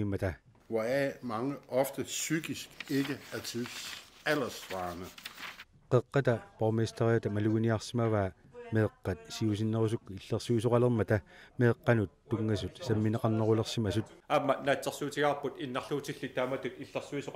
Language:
Kalaallisut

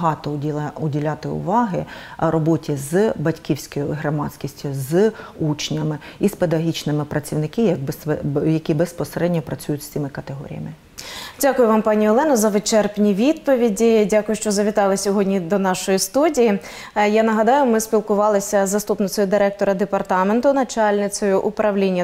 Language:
Ukrainian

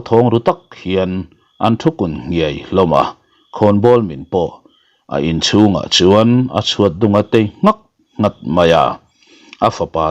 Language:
Mizo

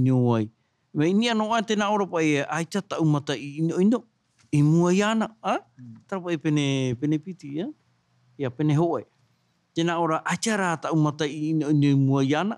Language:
Tahitian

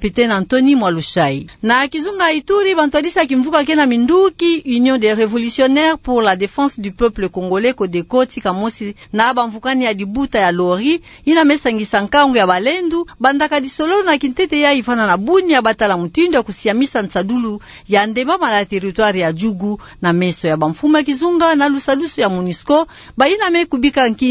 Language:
Kituba (Democratic Republic of Congo)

